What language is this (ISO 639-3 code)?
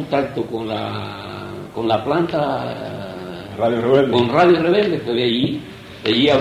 spa